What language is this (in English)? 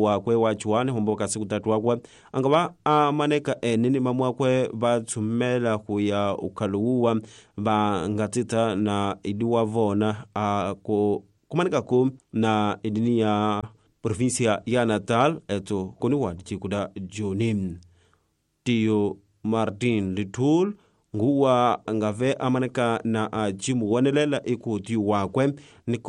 Tsonga